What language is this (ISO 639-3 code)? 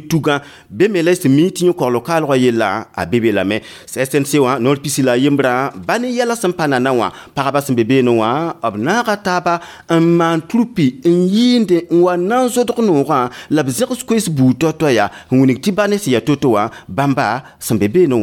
mos